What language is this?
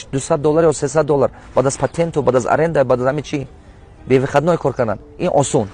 Tajik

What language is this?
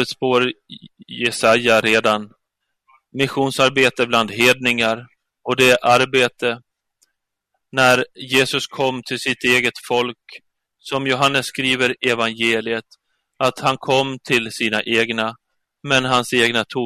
Swedish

